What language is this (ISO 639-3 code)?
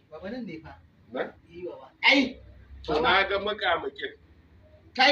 hau